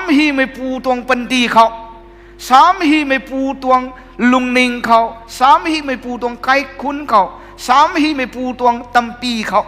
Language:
Rongmei Naga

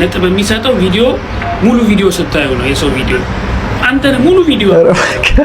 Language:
Amharic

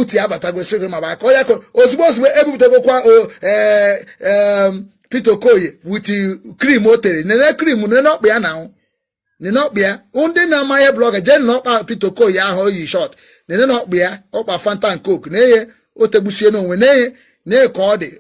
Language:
Igbo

